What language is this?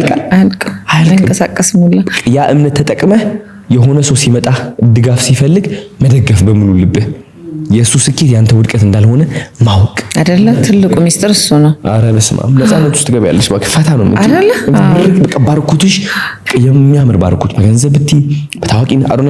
Amharic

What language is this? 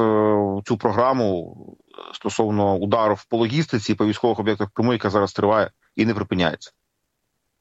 Ukrainian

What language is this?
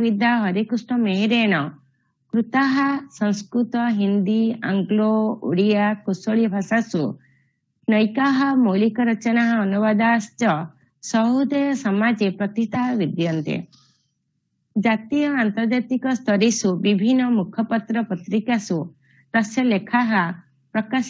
Sanskrit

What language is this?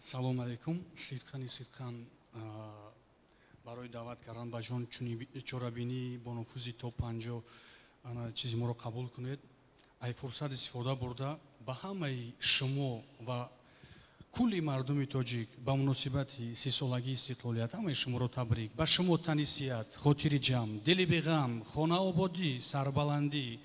Tajik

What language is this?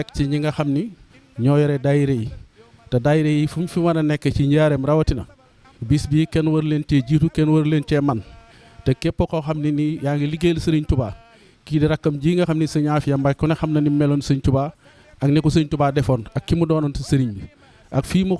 Wolof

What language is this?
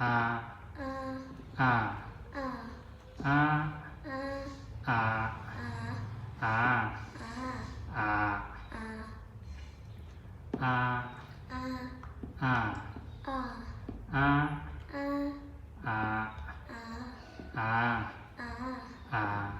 Zhuang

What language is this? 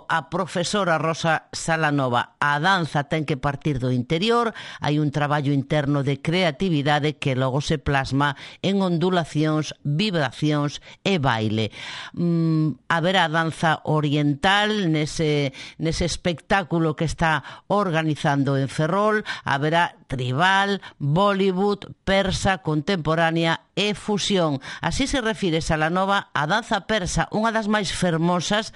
Galician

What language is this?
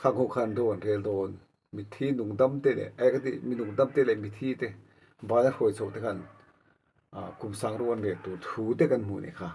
Mizo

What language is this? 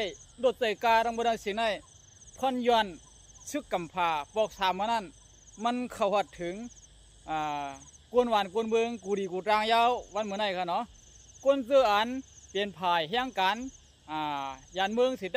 Shan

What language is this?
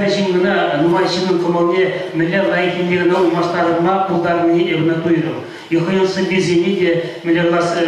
Chuvash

